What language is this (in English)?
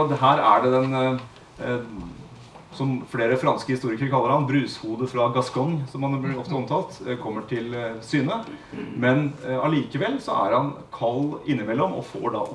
Norwegian